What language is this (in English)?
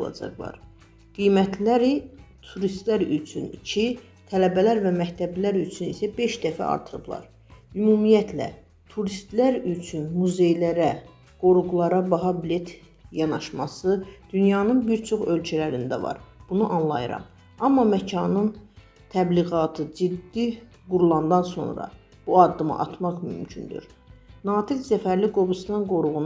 Azerbaijani